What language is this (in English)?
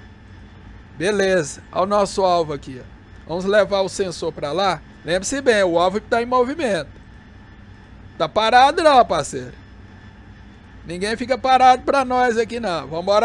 Portuguese